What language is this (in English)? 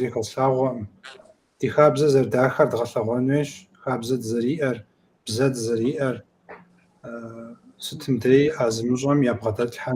Kabardian